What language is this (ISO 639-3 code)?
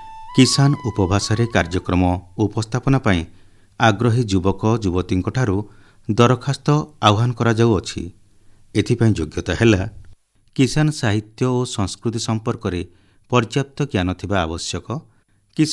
ori